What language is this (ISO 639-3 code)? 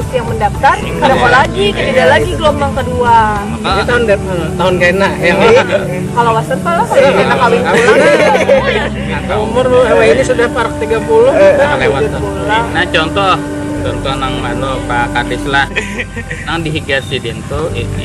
bjn